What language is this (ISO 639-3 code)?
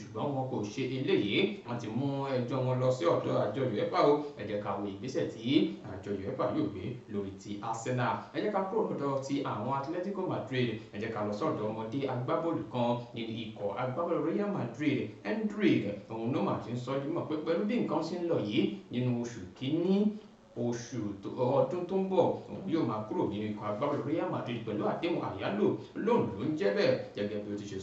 yor